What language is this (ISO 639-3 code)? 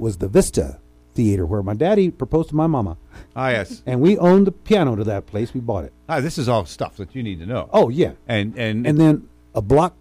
eng